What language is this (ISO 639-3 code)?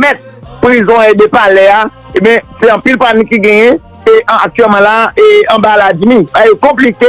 hat